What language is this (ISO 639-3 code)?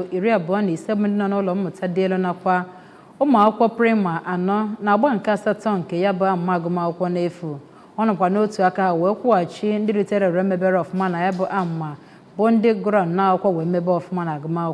ibo